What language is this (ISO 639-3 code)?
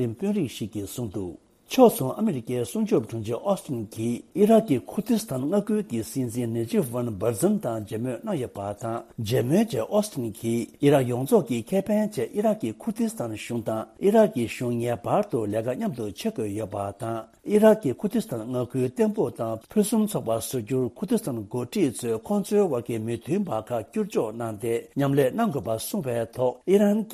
bod